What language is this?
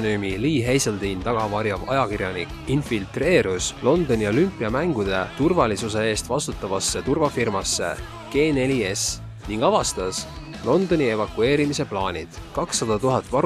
Estonian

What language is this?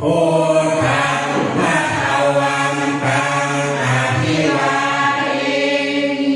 Pali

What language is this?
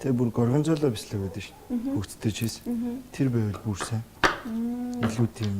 Mongolian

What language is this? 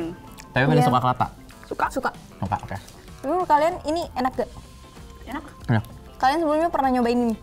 Indonesian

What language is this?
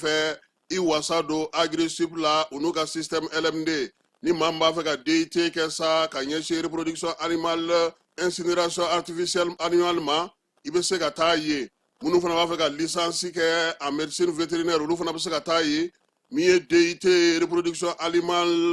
Bambara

